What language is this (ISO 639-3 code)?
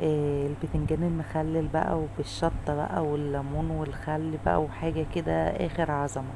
arz